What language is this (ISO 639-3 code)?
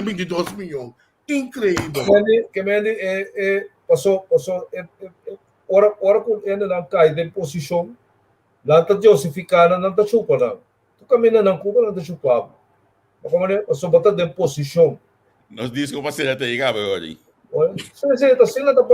pap